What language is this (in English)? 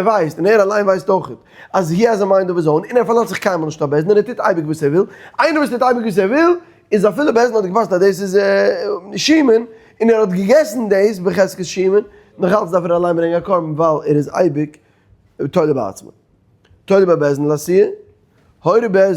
Yiddish